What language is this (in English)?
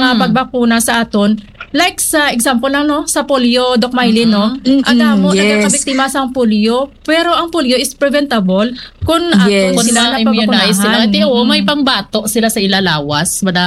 Hiligaynon